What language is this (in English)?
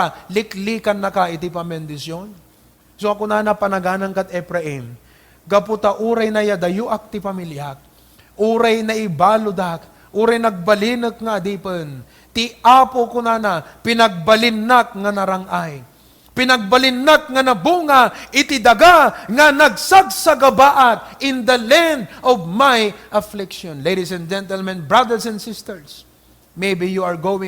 Iloko